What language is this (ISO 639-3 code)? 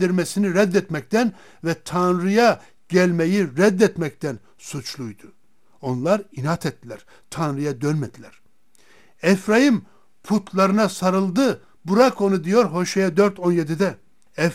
tur